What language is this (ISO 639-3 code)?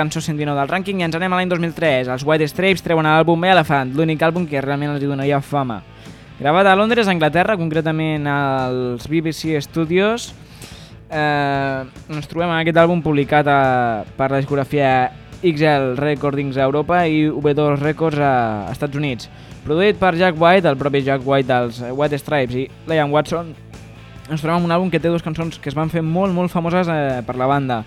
cat